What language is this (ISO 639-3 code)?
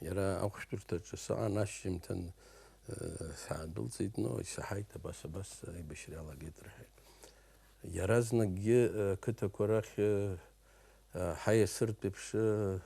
abk